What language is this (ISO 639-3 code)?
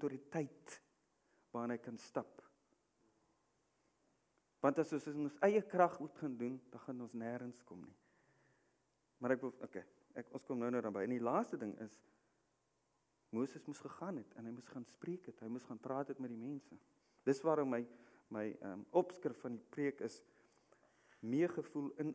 afr